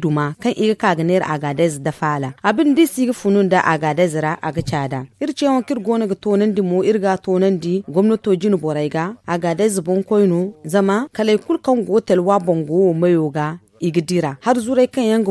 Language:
Zarma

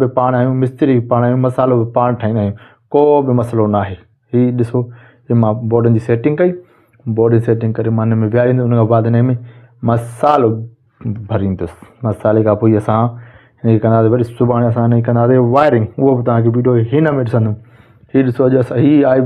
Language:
Sindhi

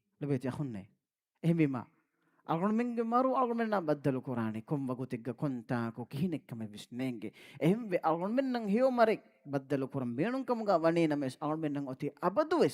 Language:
Divehi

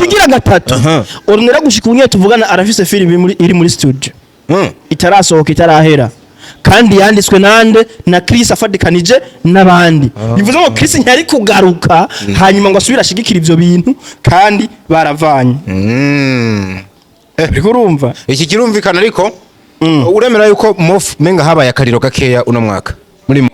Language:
Rundi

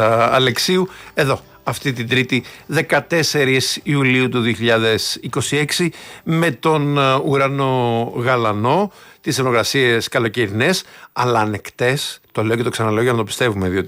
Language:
Greek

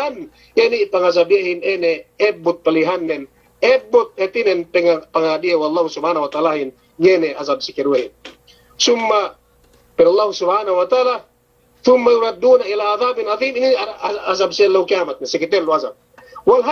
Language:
Yakan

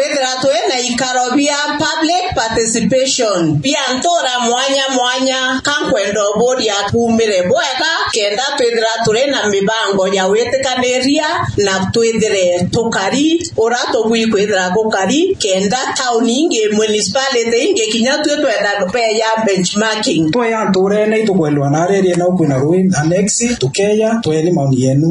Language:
Meru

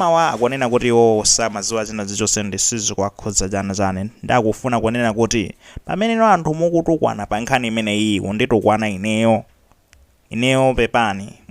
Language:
Nyanja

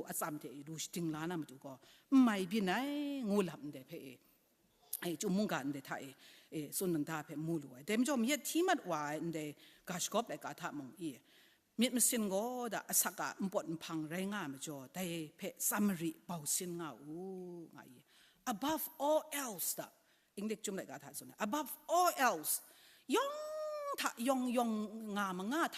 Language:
Kachin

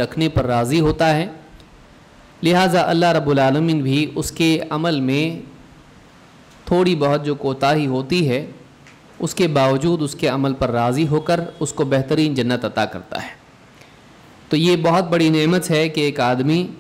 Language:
Urdu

